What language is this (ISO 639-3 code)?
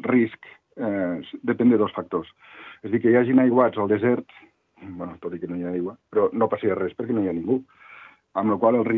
cat